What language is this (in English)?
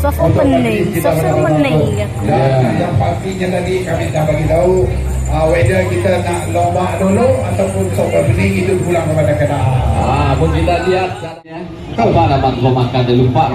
Iban